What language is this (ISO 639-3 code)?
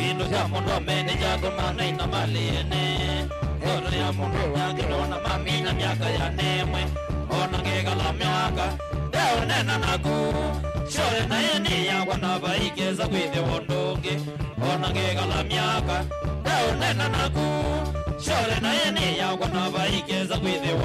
kam